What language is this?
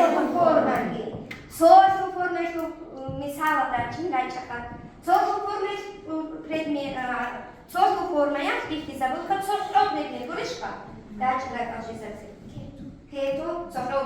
Avaric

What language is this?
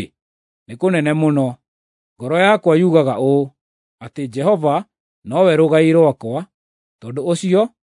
Kikuyu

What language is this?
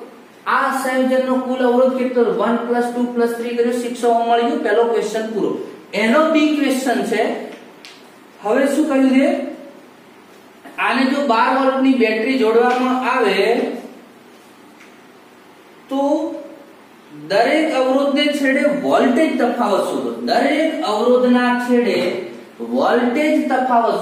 Gujarati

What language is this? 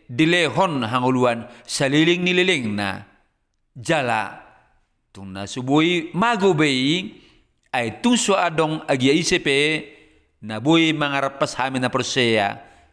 Batak Toba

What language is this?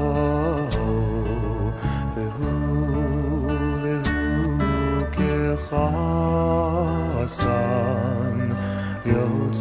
Hebrew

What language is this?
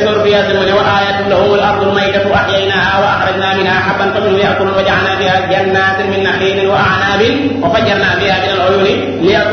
Wolof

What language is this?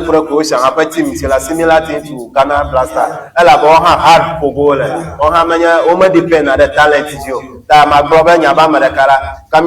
Ewe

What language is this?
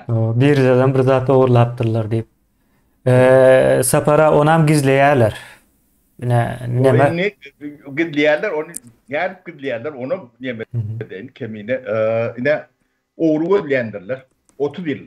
Turkmen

